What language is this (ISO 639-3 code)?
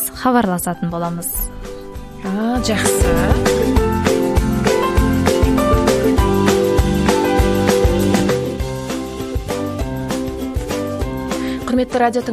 kaz